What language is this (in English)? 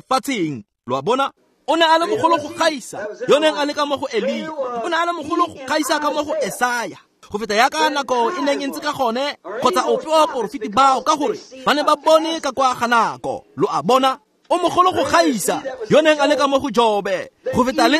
Tswana